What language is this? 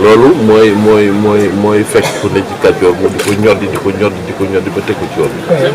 Wolof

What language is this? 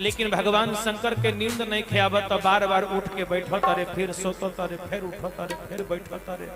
Magahi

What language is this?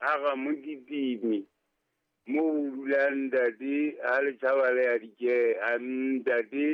Southern Sotho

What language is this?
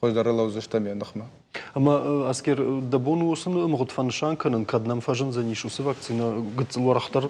Ossetic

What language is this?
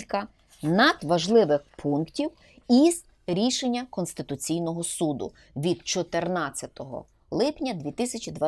Ukrainian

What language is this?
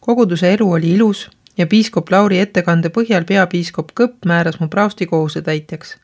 Estonian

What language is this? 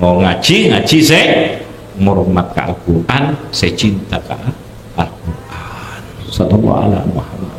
Madurese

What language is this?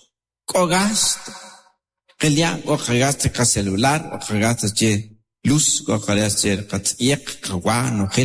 Kʼicheʼ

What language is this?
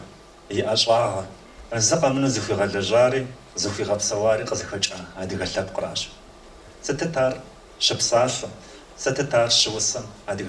Kabardian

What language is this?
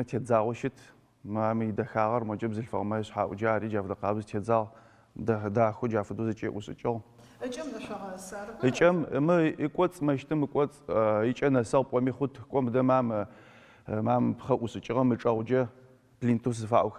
Adyghe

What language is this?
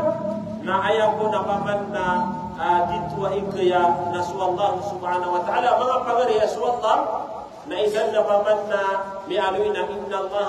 Maranao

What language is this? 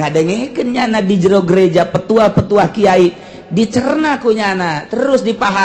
Sundanese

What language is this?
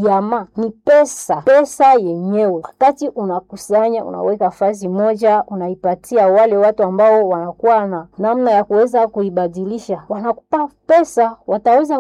Swahili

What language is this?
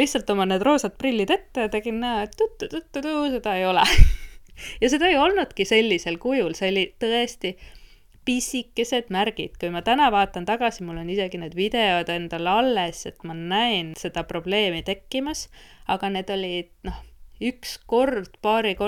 Estonian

